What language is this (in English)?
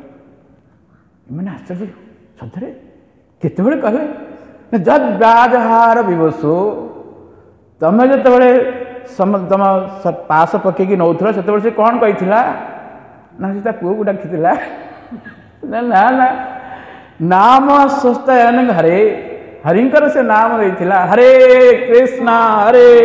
Odia